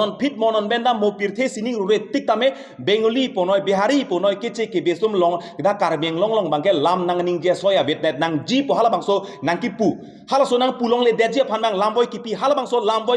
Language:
Karbi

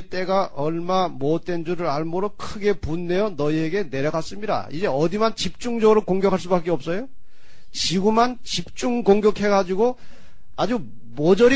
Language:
Korean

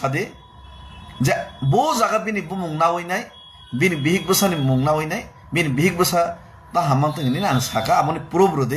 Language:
Kok Borok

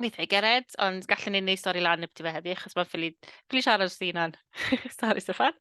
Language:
Welsh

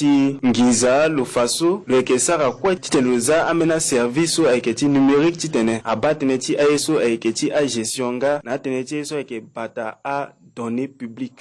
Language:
Sango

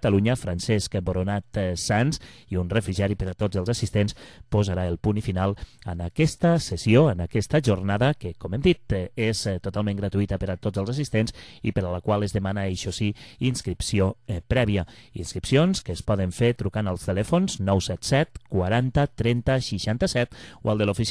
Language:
Catalan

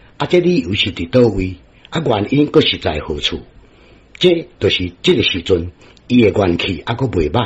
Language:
Min Nan Chinese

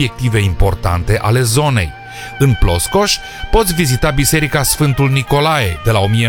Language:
Romanian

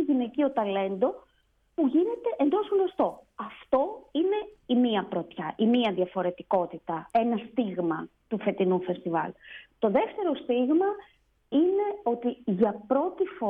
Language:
Greek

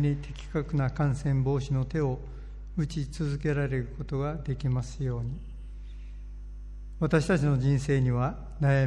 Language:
Japanese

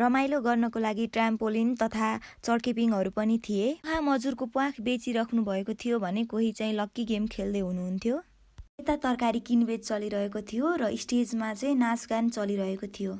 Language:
Nepali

